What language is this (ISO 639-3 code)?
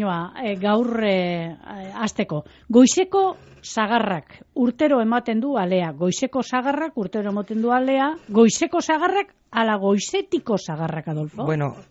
eus